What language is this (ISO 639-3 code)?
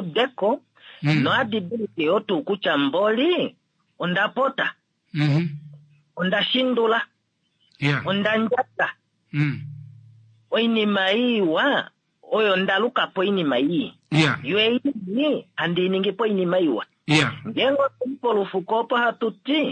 kua